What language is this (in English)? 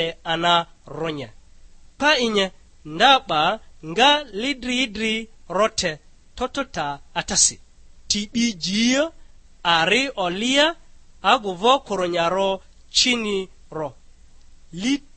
Lugbara